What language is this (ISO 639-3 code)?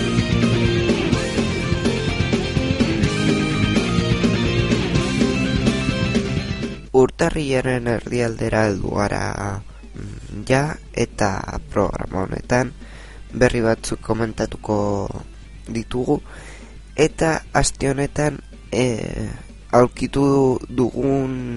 eus